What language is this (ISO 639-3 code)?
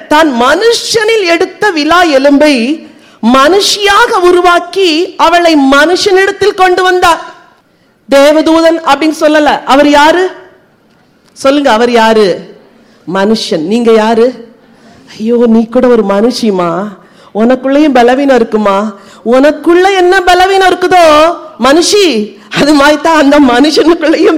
tam